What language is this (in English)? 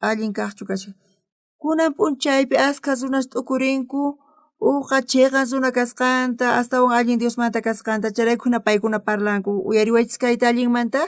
South Bolivian Quechua